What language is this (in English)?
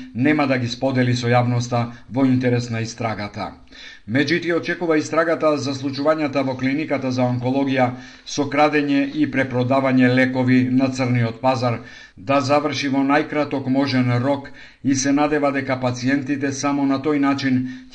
Macedonian